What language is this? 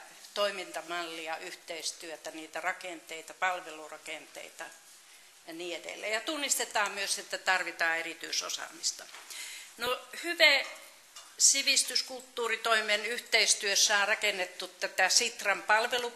Finnish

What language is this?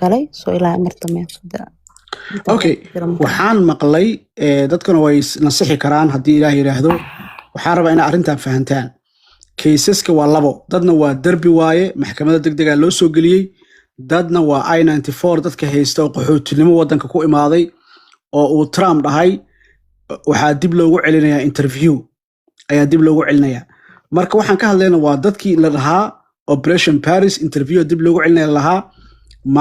Somali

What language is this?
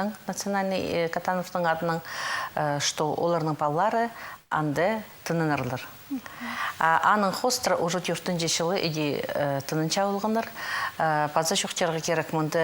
Khakas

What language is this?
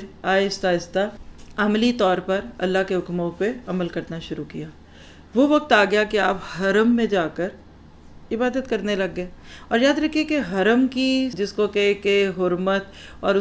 Urdu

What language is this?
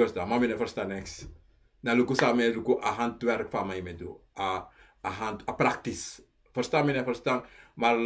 Sranan Tongo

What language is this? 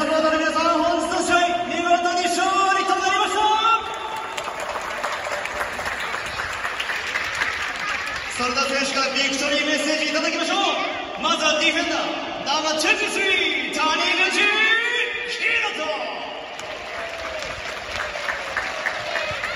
Japanese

